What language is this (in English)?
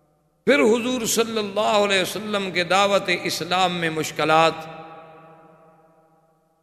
Urdu